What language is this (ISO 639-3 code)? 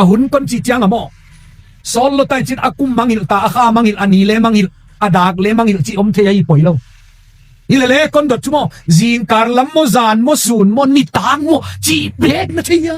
ctd